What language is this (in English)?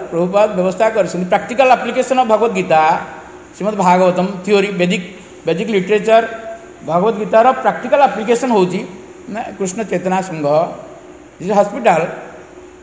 Odia